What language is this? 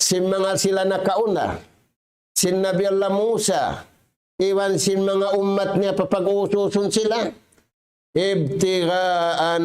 Tausug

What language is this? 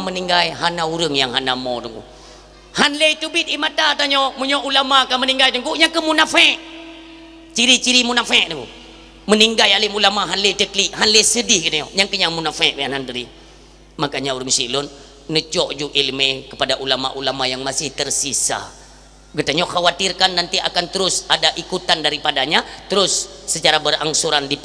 Achinese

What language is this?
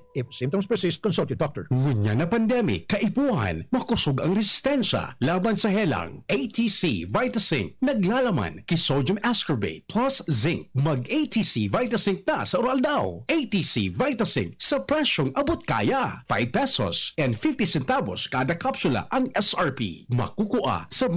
Bikol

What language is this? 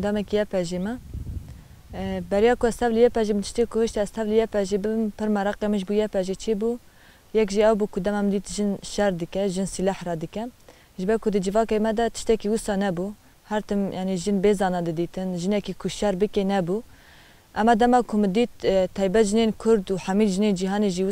Kurdish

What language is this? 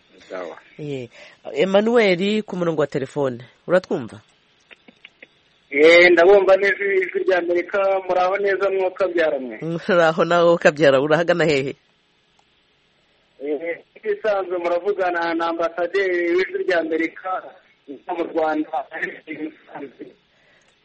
Kinyarwanda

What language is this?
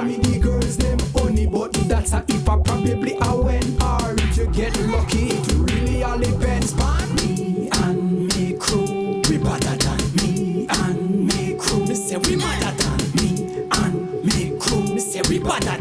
Jamaican Creole English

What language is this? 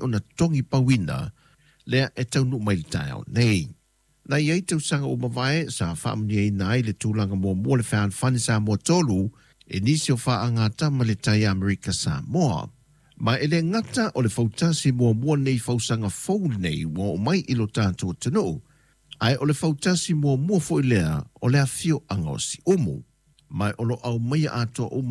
Samoan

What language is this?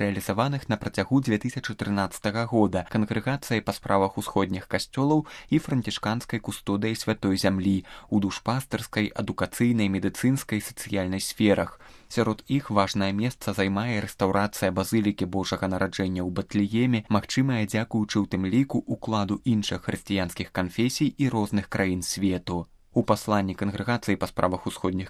Belarusian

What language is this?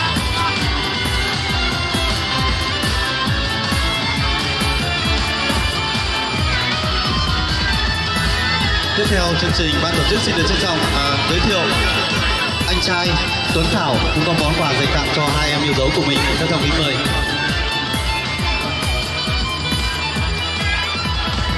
Vietnamese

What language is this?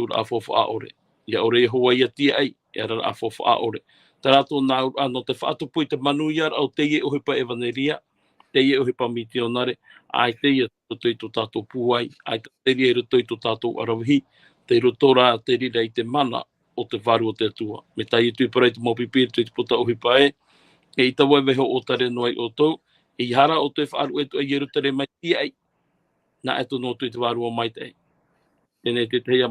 Tahitian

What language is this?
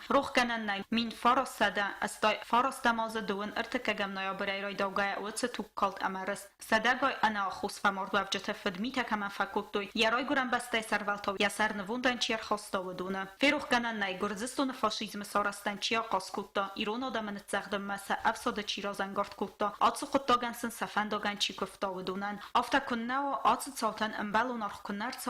Ossetic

